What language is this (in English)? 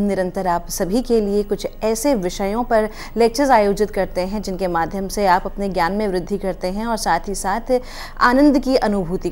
Hindi